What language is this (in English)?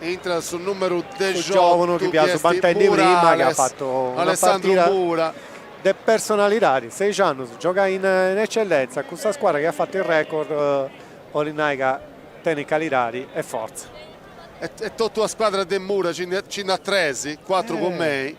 Sardinian